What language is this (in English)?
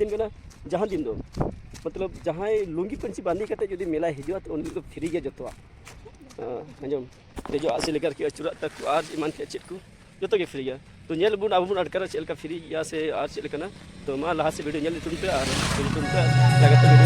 Santali